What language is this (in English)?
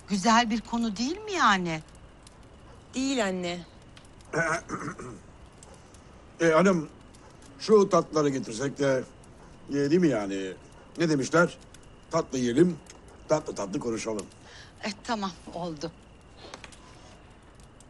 Turkish